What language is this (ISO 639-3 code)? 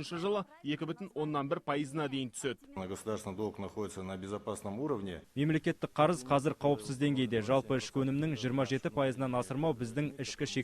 kaz